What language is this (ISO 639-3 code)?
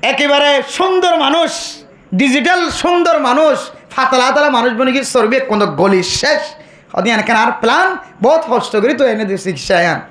rhg